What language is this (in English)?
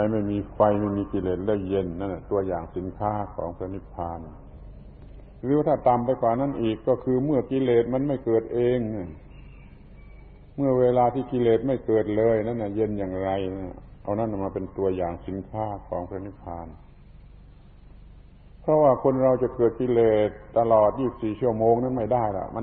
Thai